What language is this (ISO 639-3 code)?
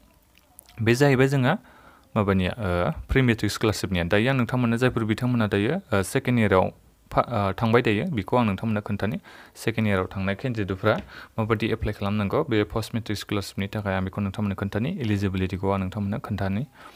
brx